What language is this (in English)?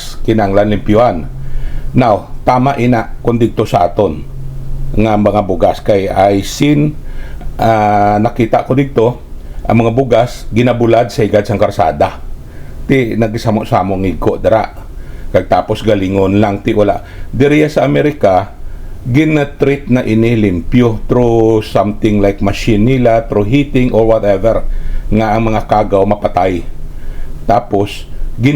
Hiligaynon